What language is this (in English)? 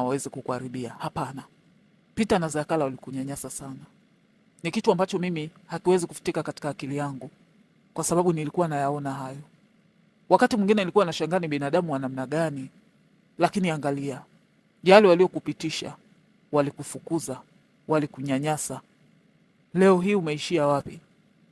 Swahili